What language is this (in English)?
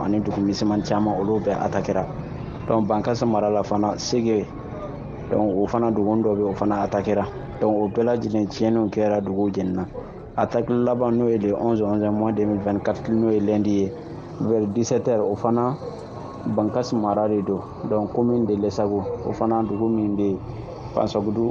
Bambara